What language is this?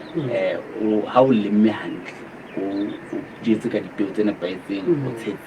Southern Sotho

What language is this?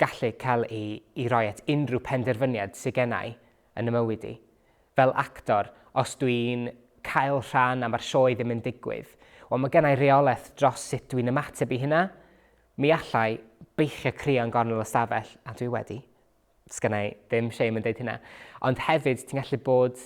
Welsh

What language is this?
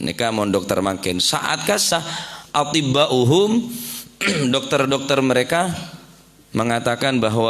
Madurese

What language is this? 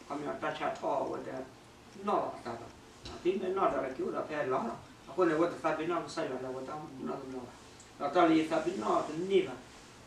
S'gaw Karen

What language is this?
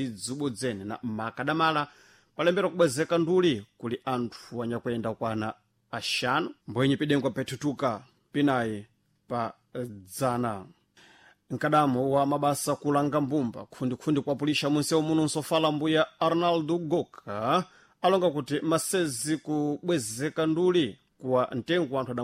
Sena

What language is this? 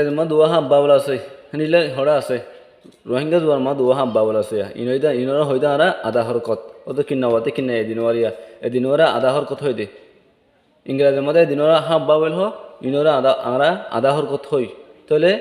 Rohingya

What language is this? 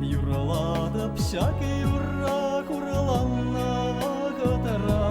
Chuvash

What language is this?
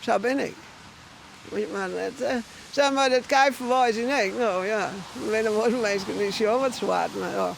Western Frisian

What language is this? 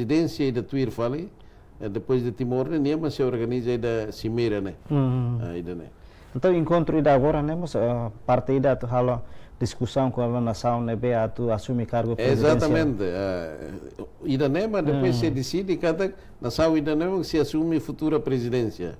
Tetum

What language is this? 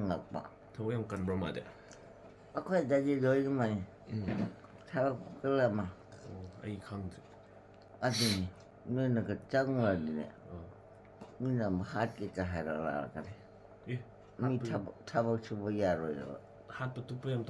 Manipuri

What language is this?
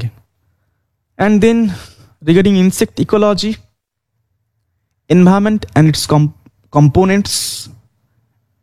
Hindi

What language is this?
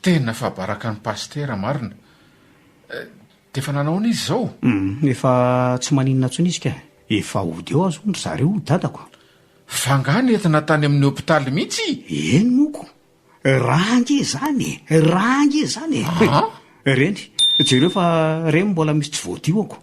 Malagasy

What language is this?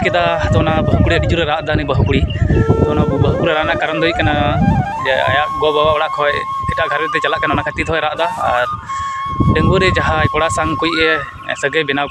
Santali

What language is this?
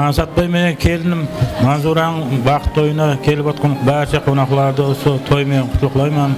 Kara-Kalpak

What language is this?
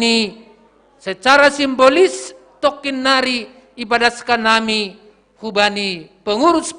Batak Simalungun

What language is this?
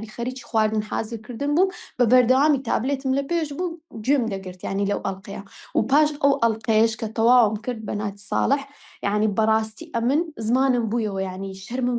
Central Kurdish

